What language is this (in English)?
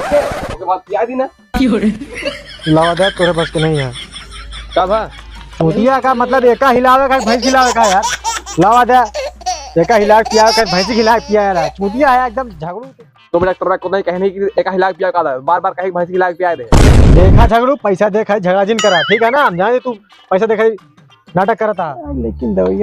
Awadhi